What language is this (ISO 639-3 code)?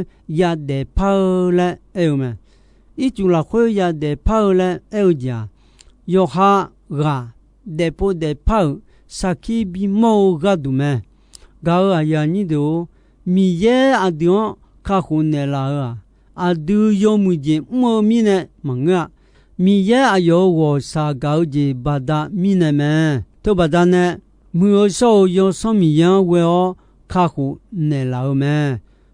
ahk